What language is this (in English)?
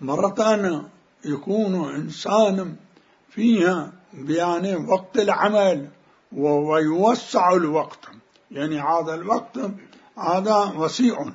Mesopotamian Arabic